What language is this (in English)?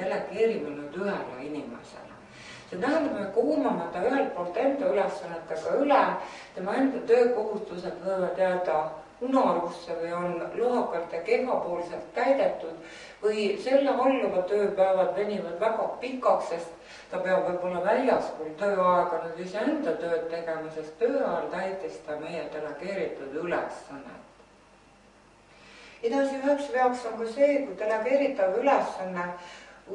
Estonian